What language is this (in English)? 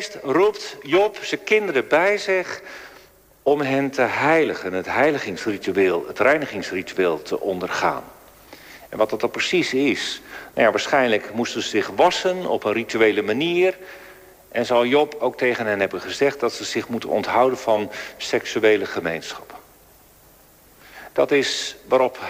Dutch